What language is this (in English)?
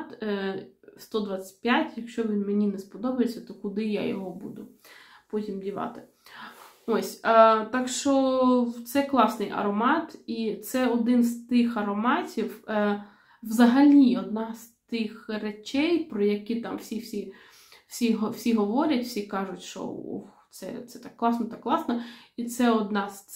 Ukrainian